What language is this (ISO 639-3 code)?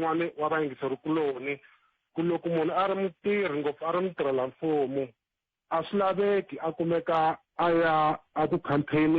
tso